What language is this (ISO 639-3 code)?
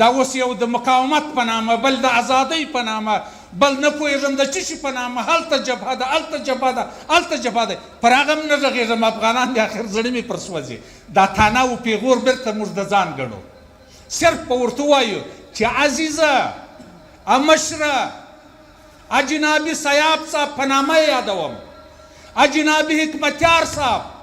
pus